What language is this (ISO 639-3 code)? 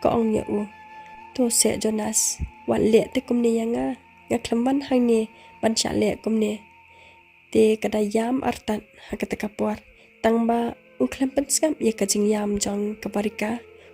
kha